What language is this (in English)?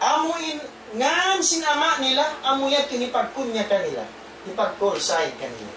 Tausug